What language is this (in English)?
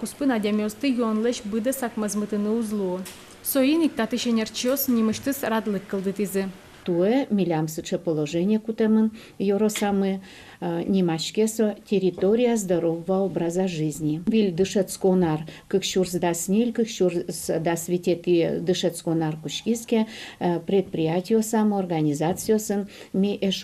Udmurt